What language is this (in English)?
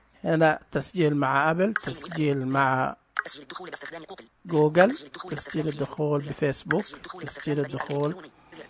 Najdi Arabic